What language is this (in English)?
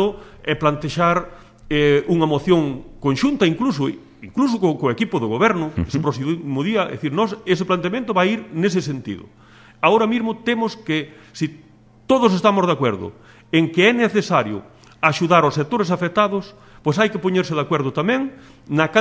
Galician